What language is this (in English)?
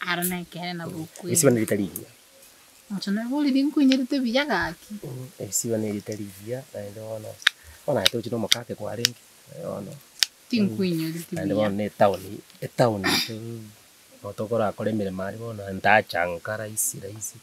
Gusii